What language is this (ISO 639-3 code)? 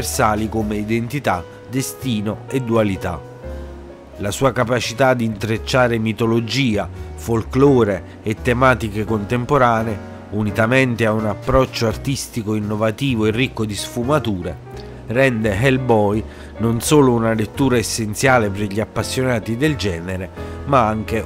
ita